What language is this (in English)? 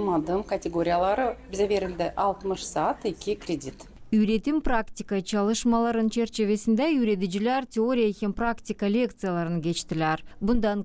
Gagauz